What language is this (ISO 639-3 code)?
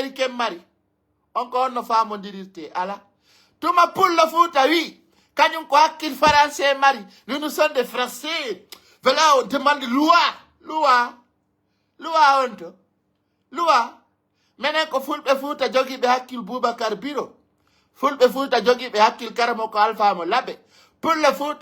ful